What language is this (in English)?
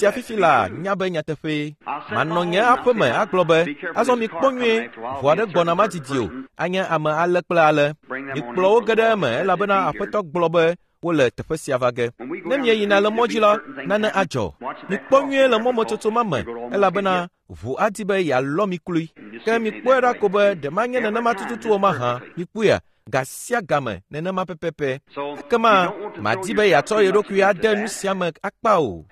Ewe